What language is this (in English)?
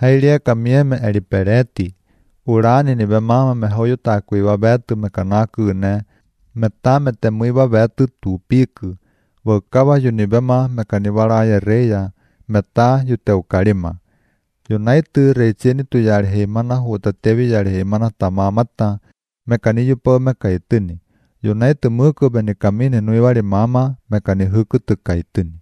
Latvian